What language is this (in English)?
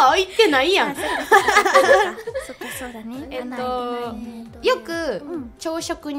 Japanese